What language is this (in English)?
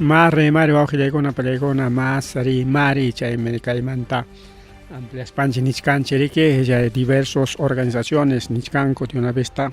Ayacucho Quechua